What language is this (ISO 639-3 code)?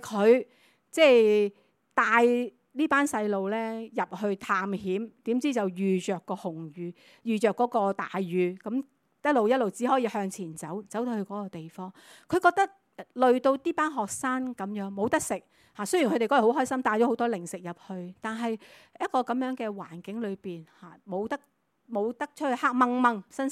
yue